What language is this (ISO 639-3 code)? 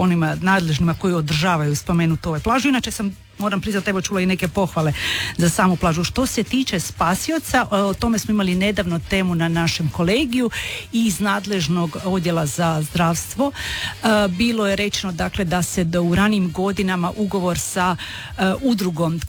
hrv